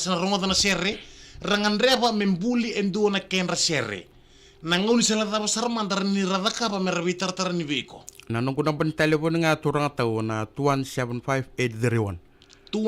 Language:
Fijian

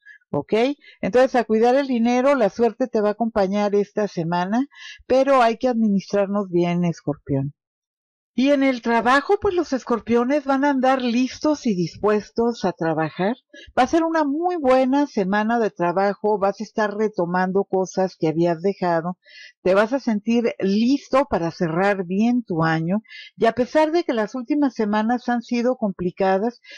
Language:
Spanish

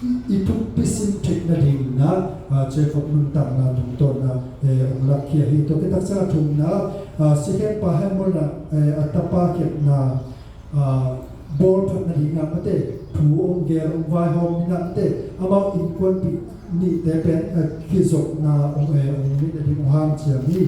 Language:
Tedim Chin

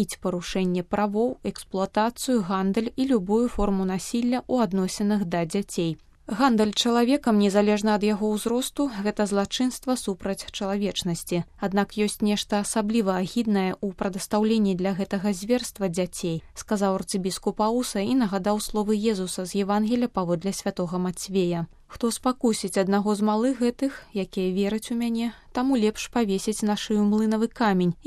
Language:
Belarusian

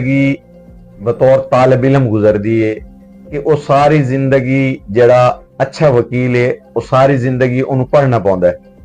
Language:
Western Panjabi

